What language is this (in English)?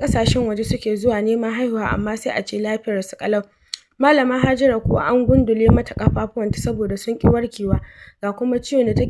Hausa